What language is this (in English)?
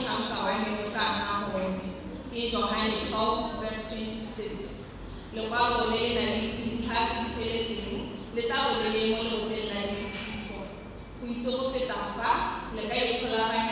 Tswana